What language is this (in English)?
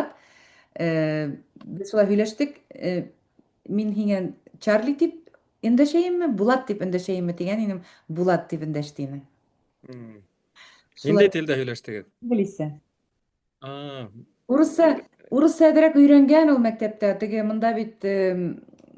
Bashkir